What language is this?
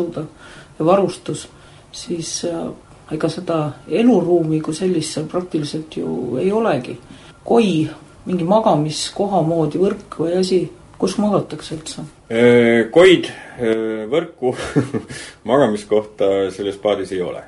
Estonian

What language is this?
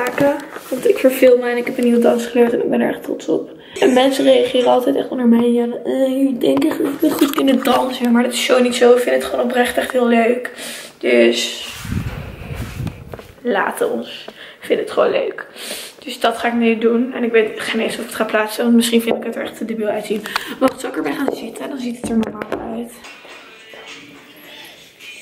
Dutch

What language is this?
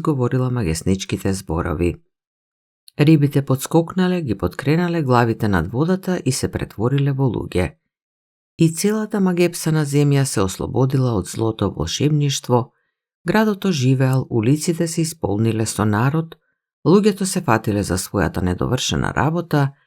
Macedonian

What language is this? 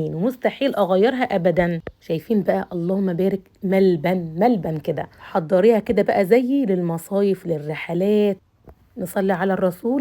Egyptian Arabic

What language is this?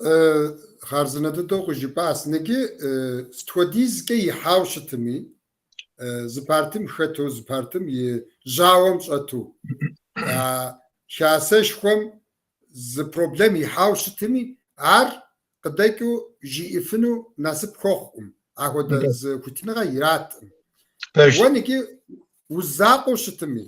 Kabardian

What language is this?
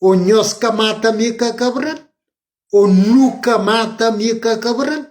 Kabuverdianu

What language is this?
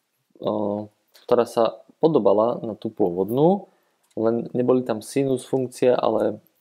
Slovak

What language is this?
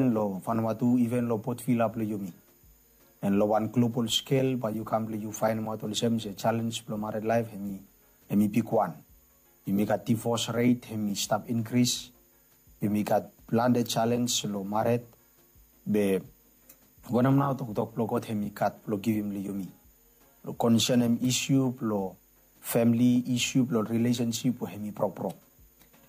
Bislama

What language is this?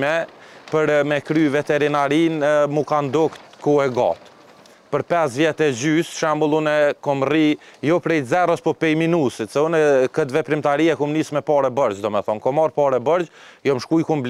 Albanian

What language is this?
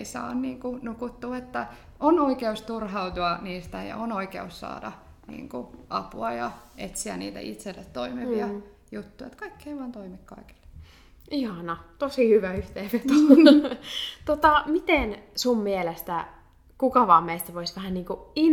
Finnish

